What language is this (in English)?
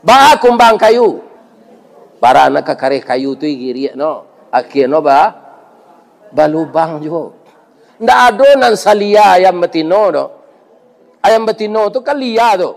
Minangkabau